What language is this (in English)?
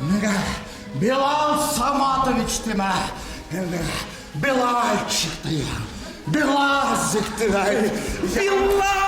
Bashkir